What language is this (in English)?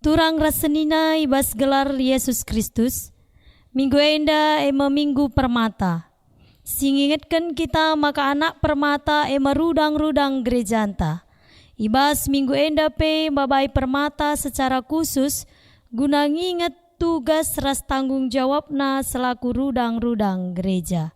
Batak Karo